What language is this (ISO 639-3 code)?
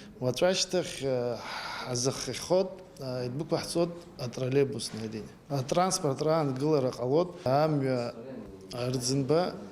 abk